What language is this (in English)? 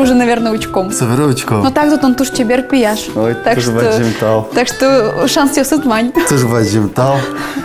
Udmurt